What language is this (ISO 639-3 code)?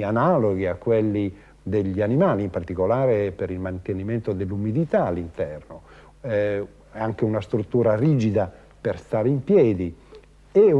ita